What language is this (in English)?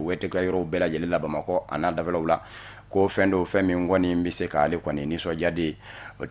Bambara